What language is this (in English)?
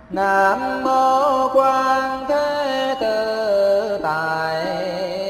Vietnamese